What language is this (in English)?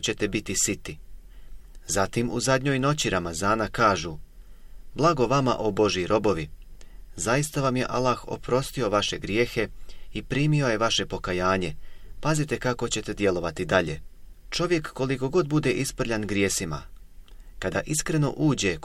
Bosnian